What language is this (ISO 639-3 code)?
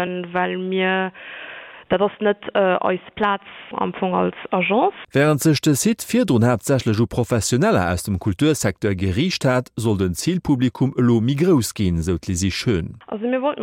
ltz